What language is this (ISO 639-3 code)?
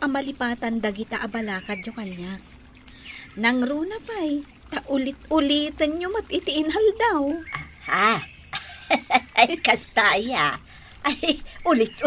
ilo